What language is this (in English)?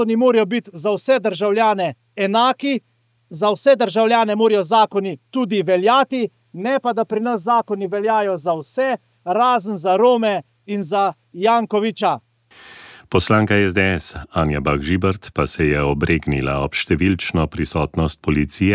Slovenian